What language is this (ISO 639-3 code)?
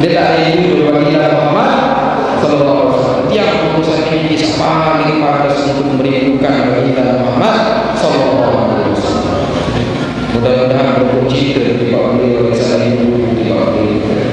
sas